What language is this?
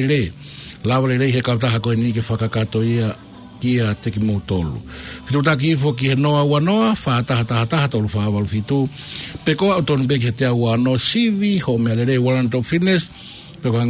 Tongan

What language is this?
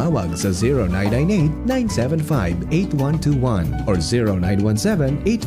Bikol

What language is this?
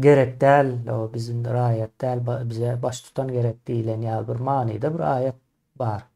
Turkmen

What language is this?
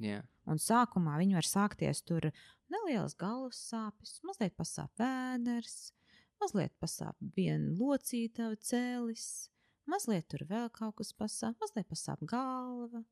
Latvian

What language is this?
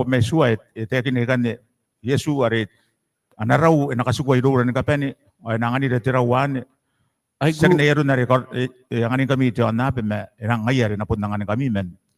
Gilbertese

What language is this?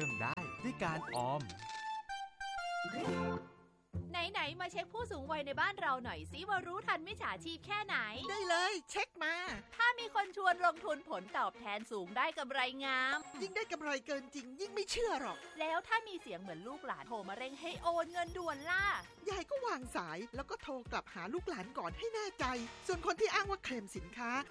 Thai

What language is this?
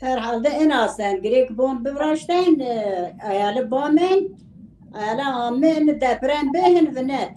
Zaza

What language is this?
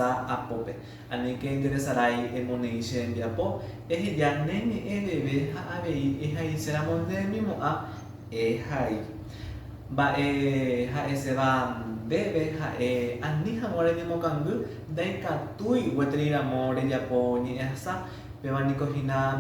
Guarani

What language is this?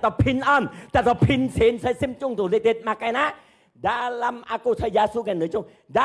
Hakka Chinese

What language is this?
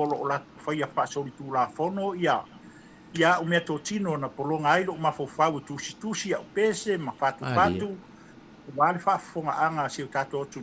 Samoan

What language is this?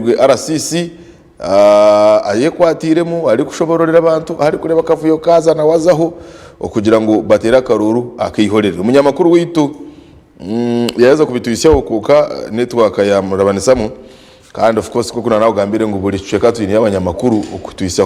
Nyankole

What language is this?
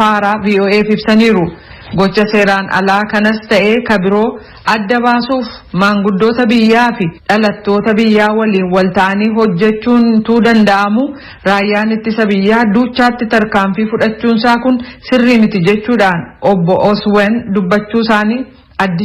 Oromo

